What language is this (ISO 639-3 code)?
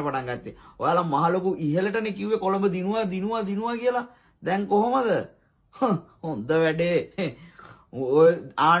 sin